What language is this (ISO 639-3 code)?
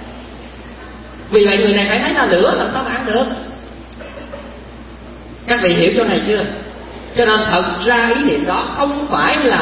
vie